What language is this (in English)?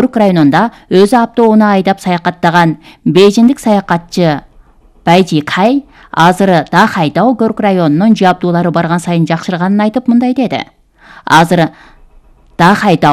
Kyrgyz